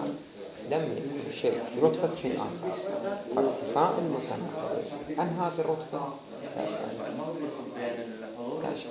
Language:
Arabic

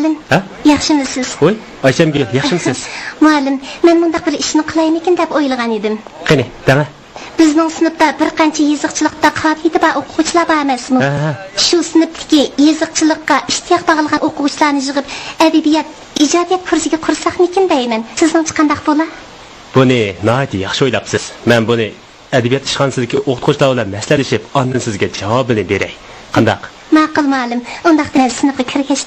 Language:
Uyghur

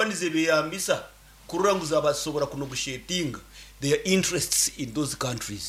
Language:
Nyankole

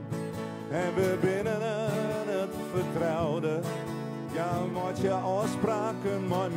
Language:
Western Frisian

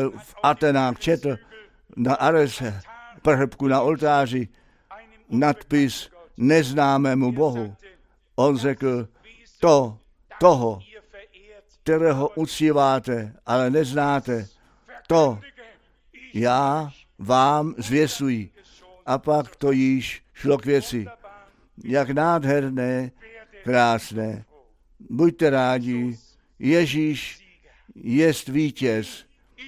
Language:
Czech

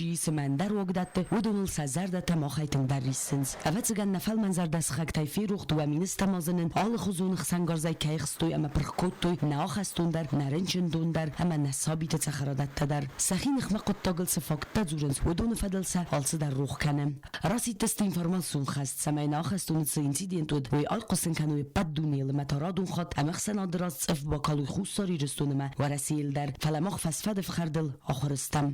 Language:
Ossetic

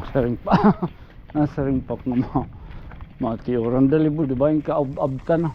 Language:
Waray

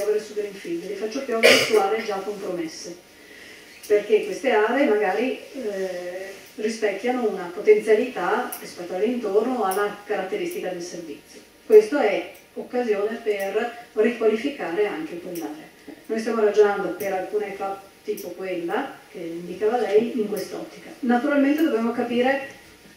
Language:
Italian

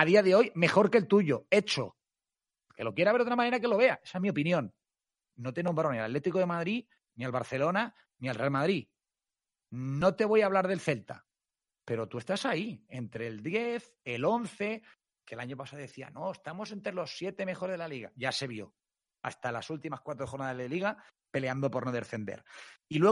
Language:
Spanish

